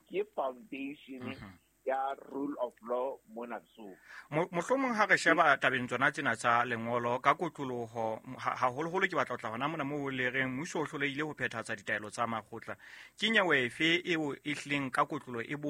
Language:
Southern Sotho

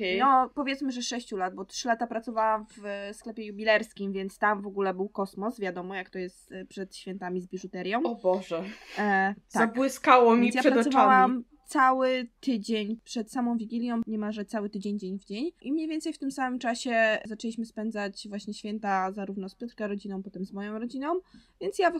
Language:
Polish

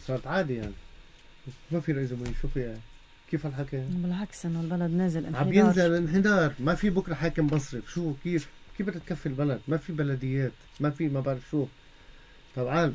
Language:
North Levantine Arabic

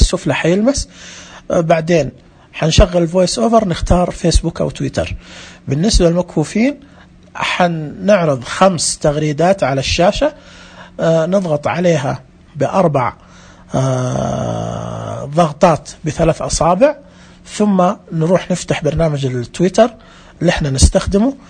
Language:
Najdi Arabic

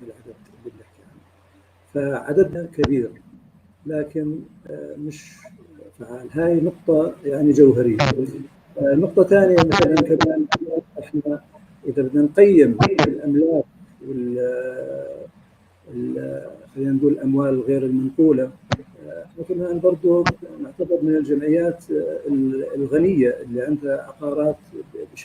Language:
North Levantine Arabic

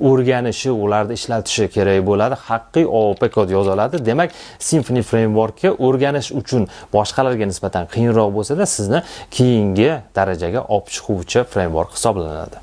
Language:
Uzbek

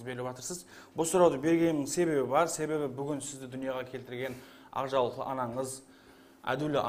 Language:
Kara-Kalpak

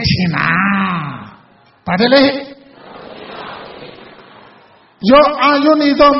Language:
Burmese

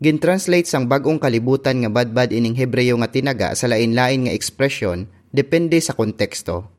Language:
Hiligaynon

